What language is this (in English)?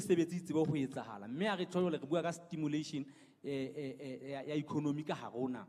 Southern Sotho